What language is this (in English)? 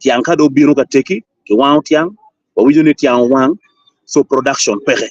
Acoli